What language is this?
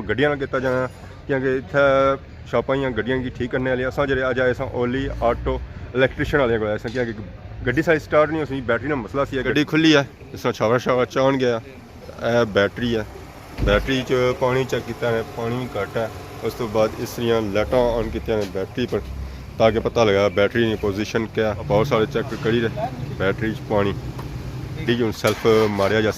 Pahari-Potwari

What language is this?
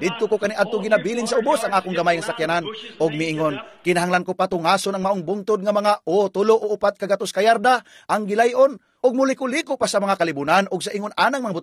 Cebuano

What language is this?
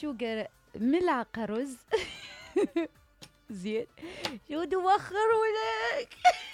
Mesopotamian Arabic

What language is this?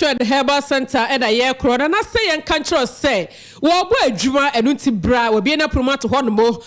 Akan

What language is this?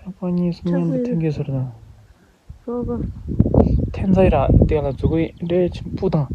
Tibetan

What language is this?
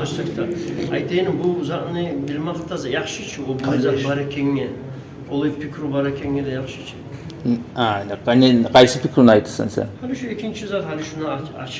Kumyk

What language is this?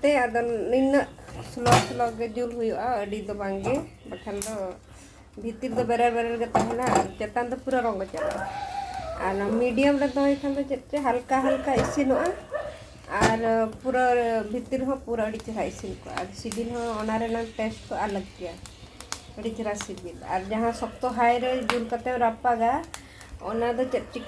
Santali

